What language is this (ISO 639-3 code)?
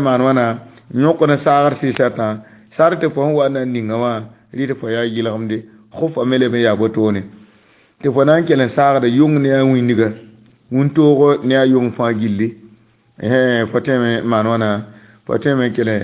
mos